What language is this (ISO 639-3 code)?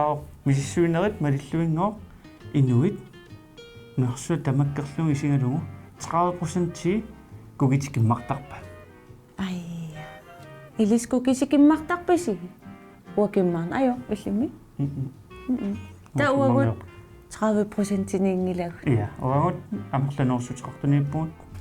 kal